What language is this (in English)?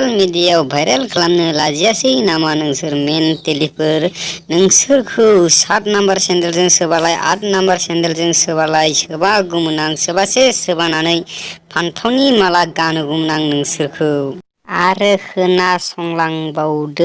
Bodo